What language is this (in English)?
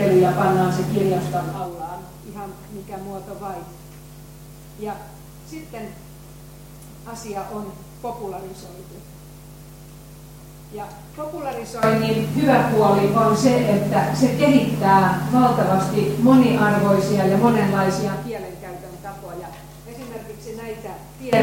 Finnish